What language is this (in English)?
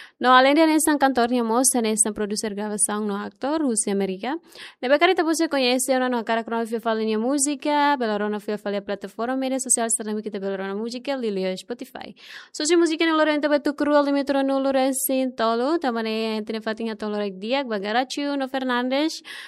Tetum